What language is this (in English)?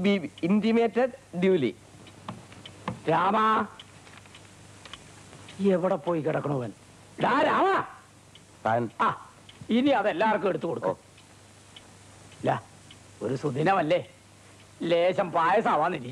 Malayalam